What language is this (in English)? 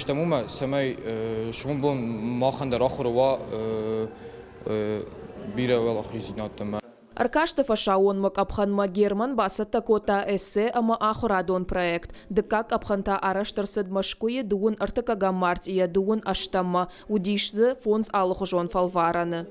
Ossetic